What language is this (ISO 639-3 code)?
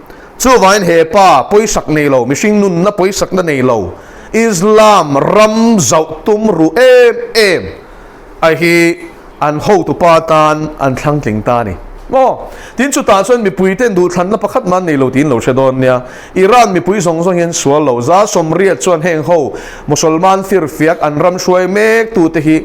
lus